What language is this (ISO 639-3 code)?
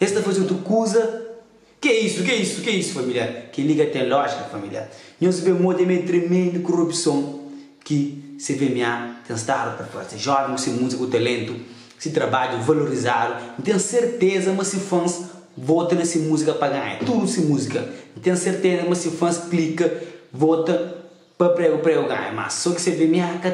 kea